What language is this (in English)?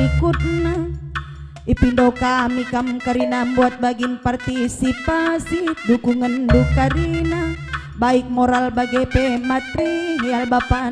Batak Karo